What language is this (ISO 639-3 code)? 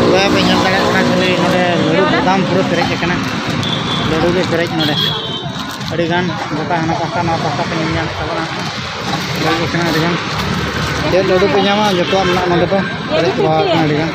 sat